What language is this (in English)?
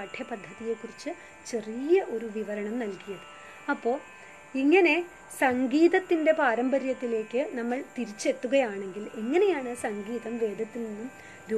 Malayalam